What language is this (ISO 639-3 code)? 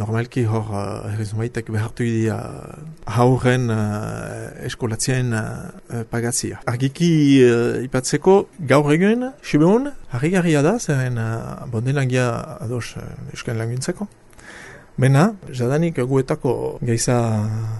eus